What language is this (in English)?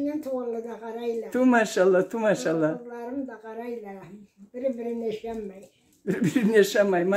Karachay-Balkar